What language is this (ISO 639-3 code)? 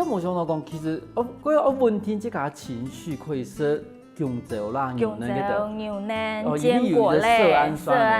hak